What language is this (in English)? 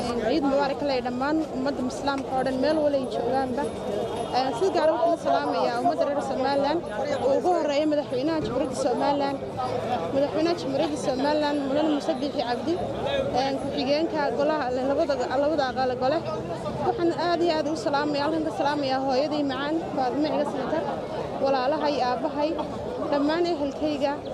Somali